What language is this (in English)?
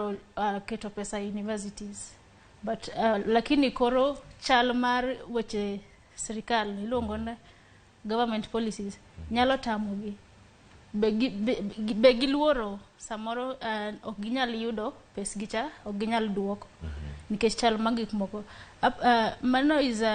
Luo (Kenya and Tanzania)